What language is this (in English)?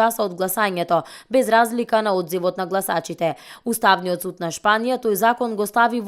Macedonian